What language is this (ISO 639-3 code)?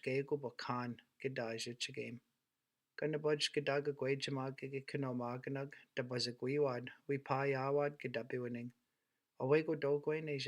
ciw